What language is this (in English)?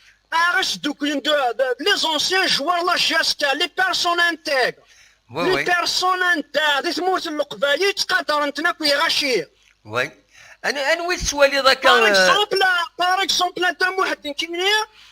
Kabyle